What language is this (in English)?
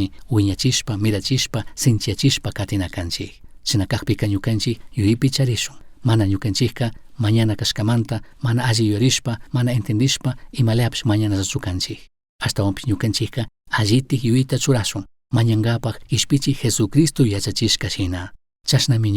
Chimborazo Highland Quichua